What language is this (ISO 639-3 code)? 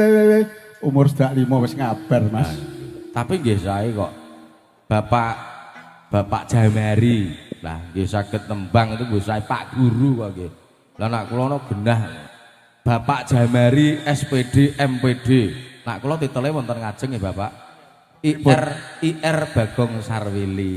jav